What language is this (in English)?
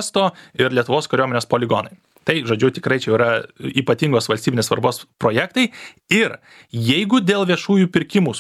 Lithuanian